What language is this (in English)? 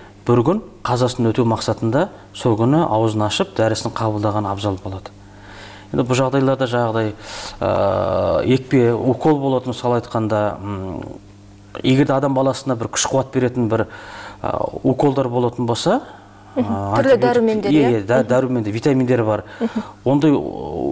Kazakh